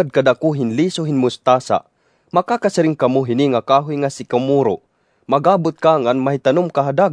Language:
Waray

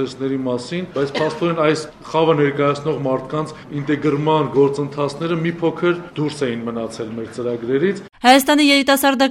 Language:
Armenian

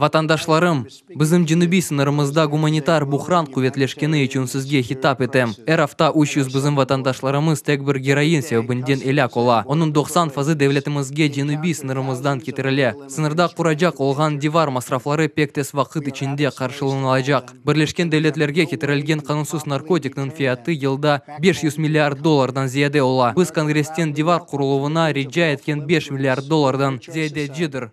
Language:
Crimean Tatar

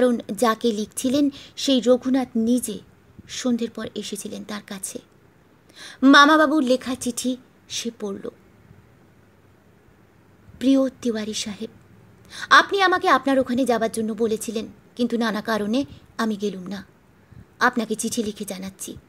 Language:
Bangla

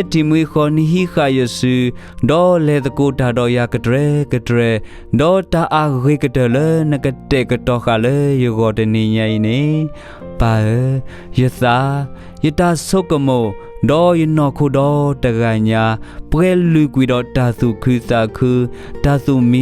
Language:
S'gaw Karen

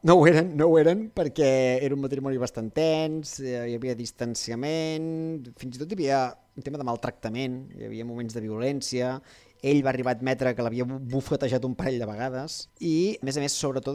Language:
Catalan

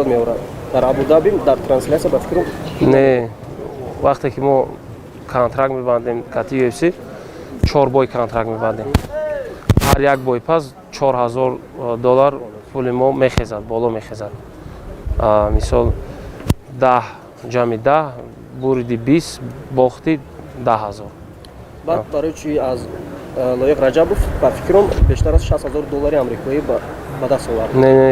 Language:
Tajik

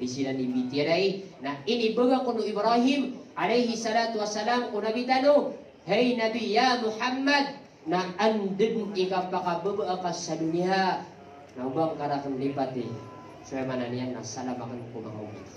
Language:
Maranao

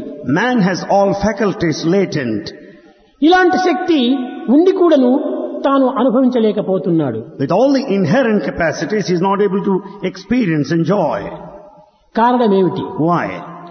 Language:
Telugu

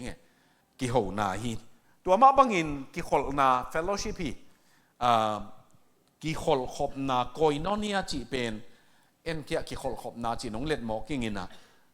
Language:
Tedim Chin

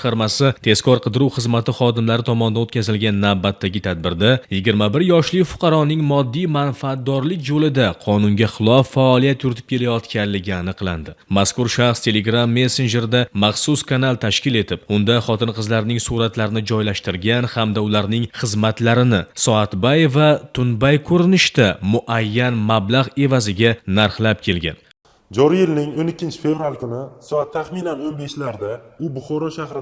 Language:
Uzbek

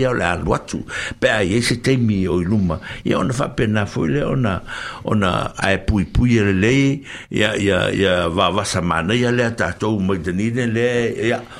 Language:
Samoan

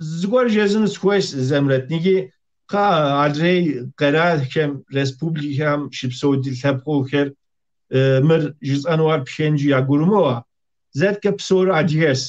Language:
Kabardian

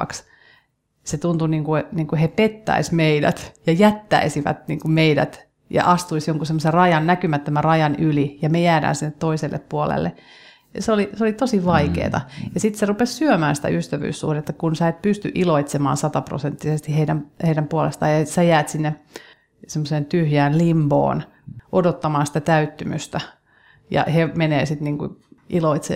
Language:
Finnish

